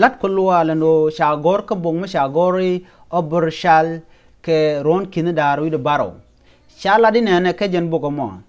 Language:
Nuer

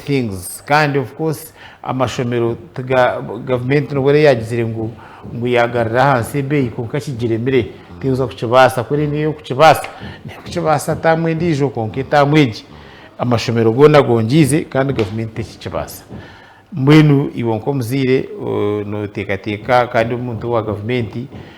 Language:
Nyankole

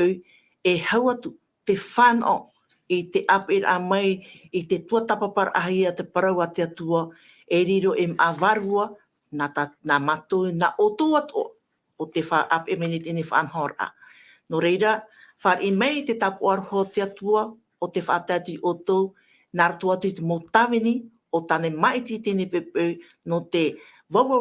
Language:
Tahitian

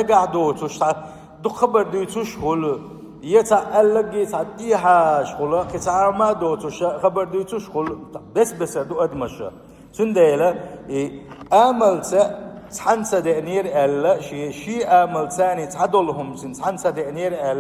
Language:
Chechen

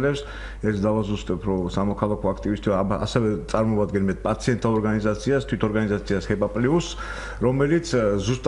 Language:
Georgian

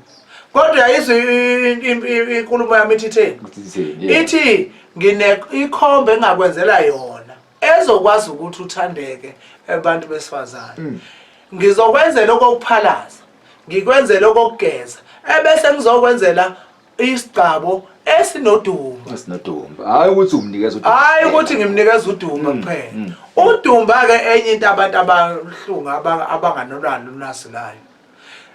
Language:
Zulu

